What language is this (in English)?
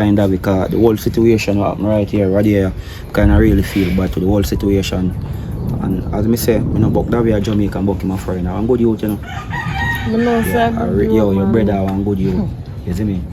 Jamaican Creole English